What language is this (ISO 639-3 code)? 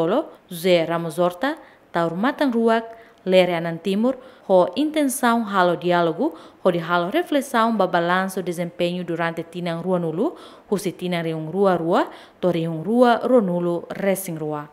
tet